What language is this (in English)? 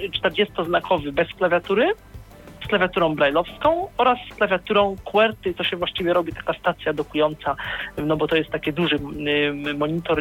Polish